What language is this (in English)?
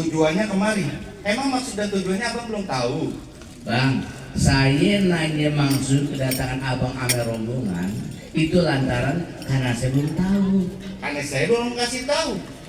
Betawi